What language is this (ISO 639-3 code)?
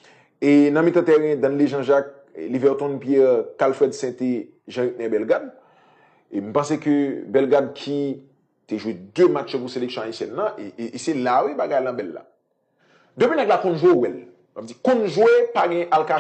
hat